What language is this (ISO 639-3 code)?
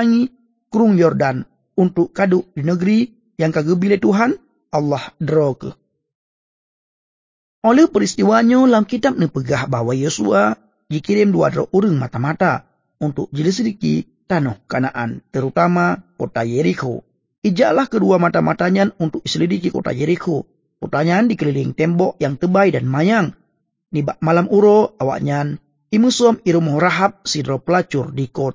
ace